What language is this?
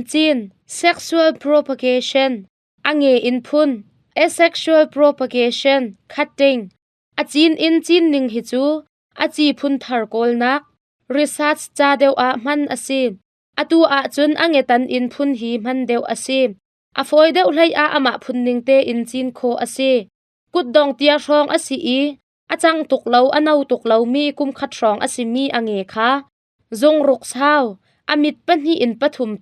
Hakha Chin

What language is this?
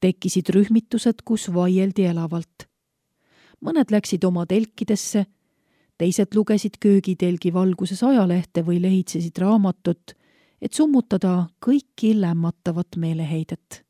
Estonian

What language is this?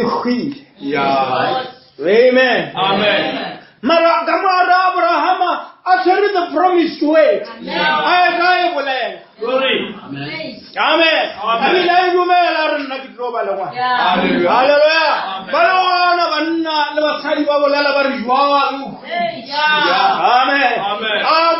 Northern Sotho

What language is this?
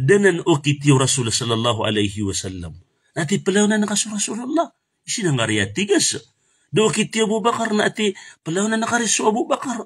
Maranao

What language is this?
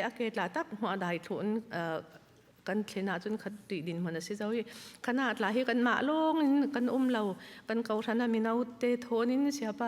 Falam Chin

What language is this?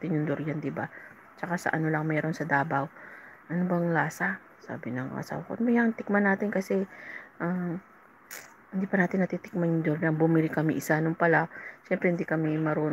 Filipino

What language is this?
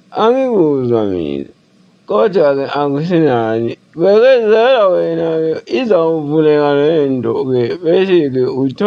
Zulu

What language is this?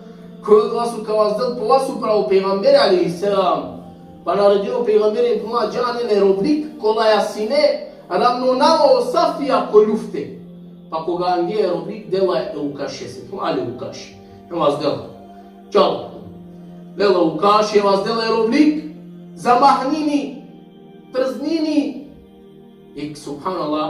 Balkan Romani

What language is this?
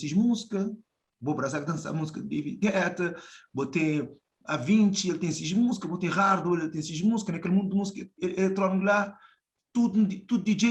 Kabuverdianu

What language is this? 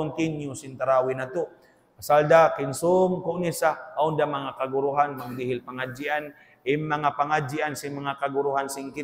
Tausug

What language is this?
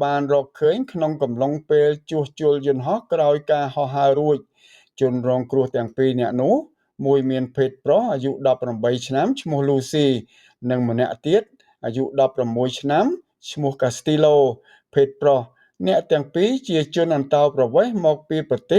Khmer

